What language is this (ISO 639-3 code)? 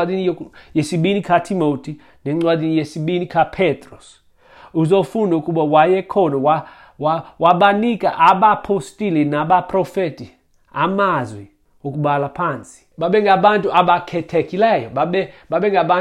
xho